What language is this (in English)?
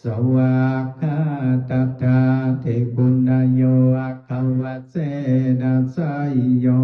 Pali